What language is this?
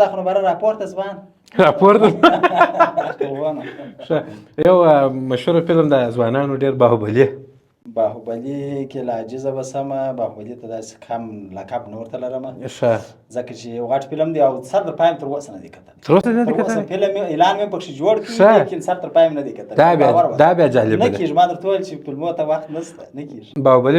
Pashto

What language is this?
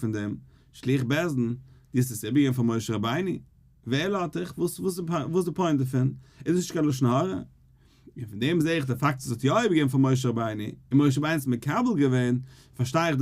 Yiddish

